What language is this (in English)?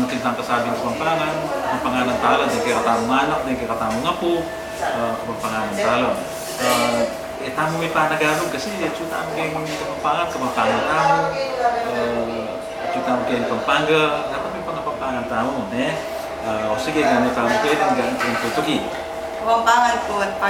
Pampanga